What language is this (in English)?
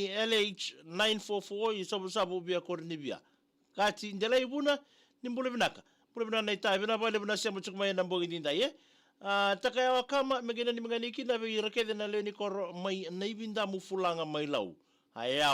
Fijian